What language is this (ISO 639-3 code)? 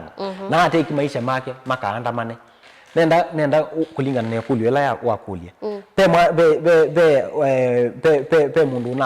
kam